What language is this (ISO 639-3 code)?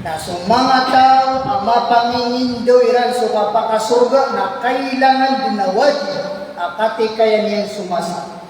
mrw